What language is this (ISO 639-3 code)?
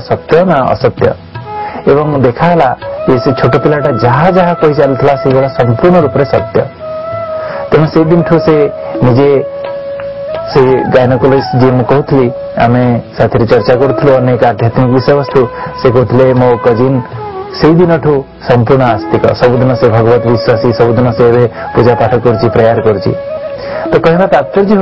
ori